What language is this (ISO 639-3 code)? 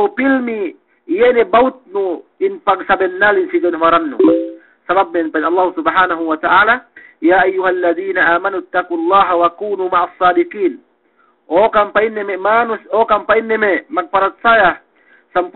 yka